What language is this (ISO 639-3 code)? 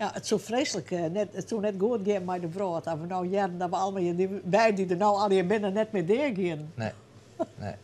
fry